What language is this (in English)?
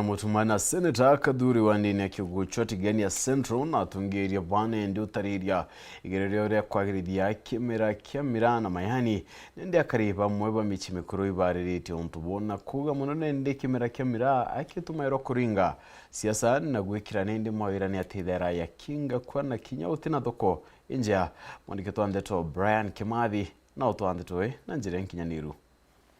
Meru